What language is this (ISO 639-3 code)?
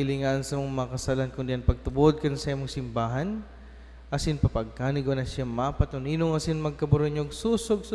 bik